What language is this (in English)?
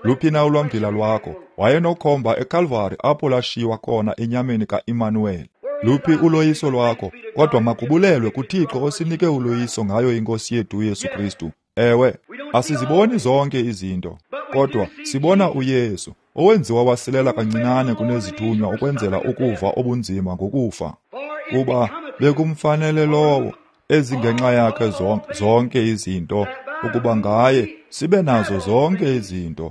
Xhosa